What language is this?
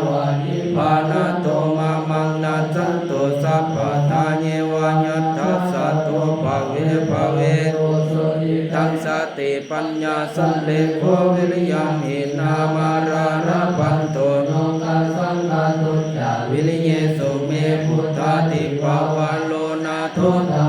Pali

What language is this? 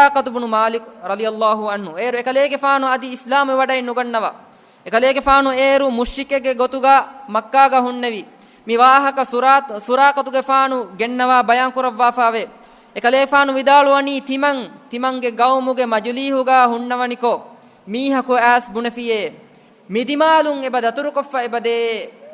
Divehi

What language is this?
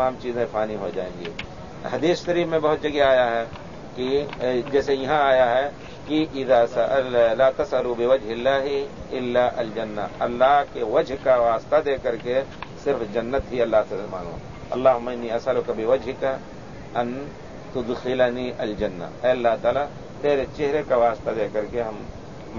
Urdu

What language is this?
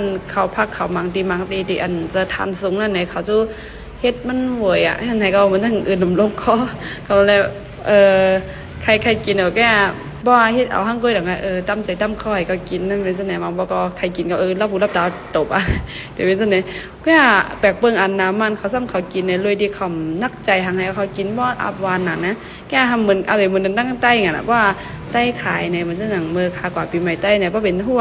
Shan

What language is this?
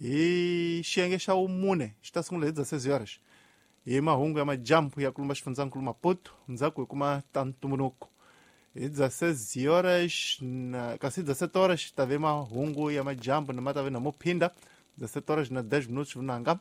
Tsonga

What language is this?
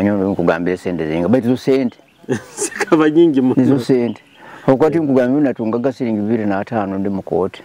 Nyoro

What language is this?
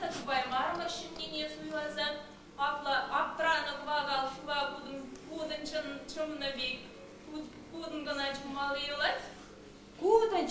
Chuvash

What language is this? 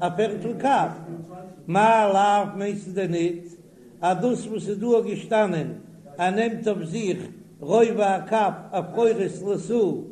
Yiddish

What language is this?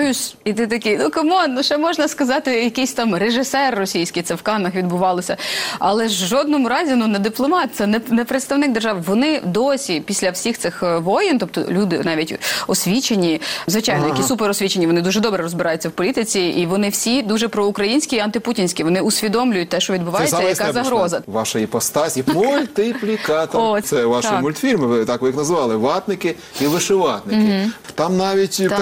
Ukrainian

